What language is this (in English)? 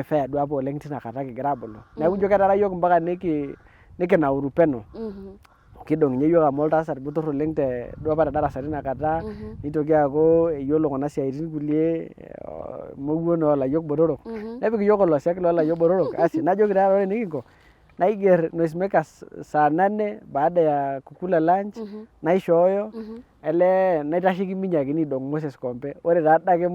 Masai